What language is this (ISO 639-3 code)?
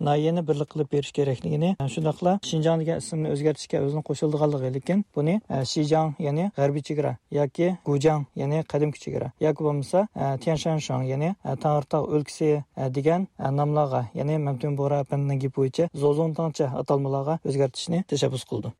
uig